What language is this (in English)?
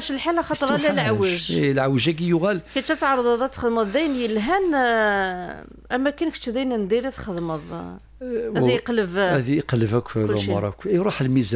Kabyle